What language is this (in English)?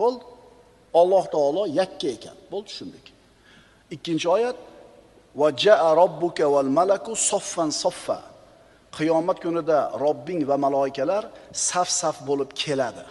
Uzbek